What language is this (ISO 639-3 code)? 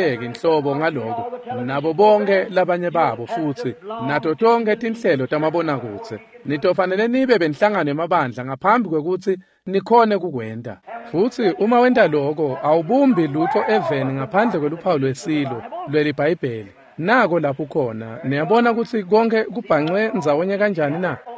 ssw